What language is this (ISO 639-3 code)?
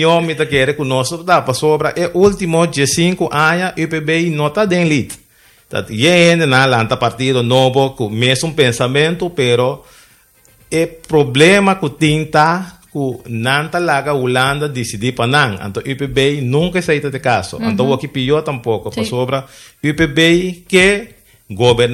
pap